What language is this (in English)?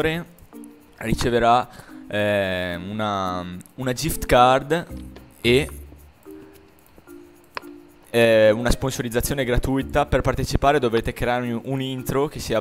Italian